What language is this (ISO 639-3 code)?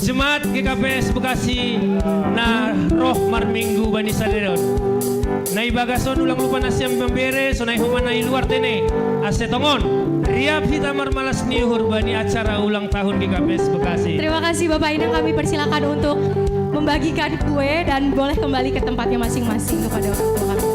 bts